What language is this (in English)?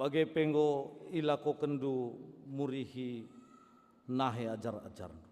Batak Karo